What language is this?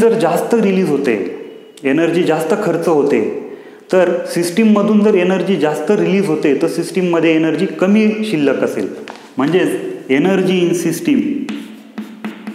Marathi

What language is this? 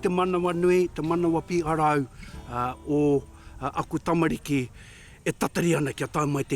Māori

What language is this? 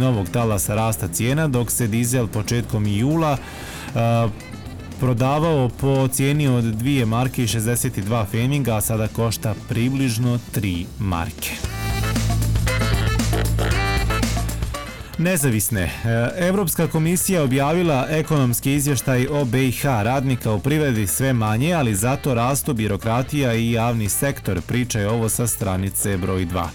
Bosnian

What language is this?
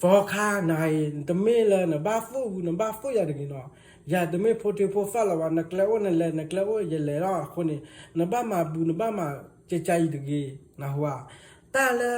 S'gaw Karen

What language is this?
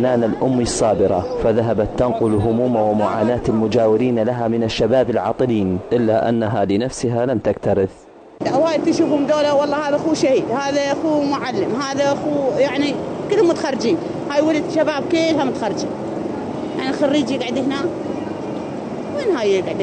Arabic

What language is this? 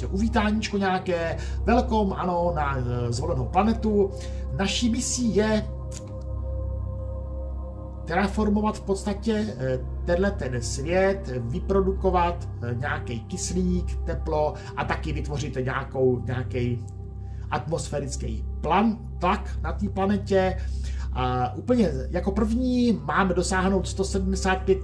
Czech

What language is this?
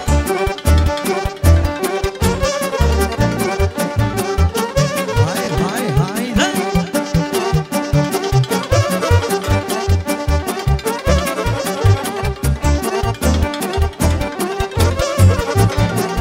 Romanian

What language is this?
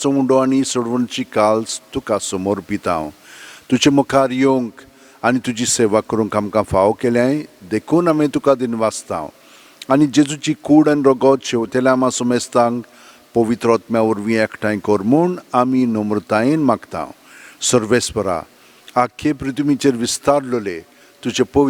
Konkani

